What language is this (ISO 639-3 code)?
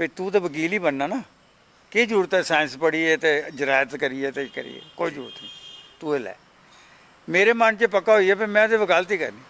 doi